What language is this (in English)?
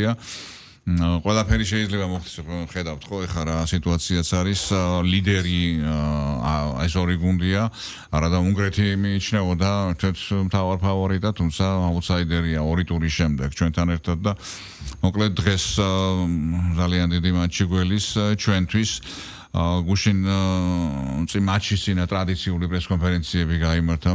Georgian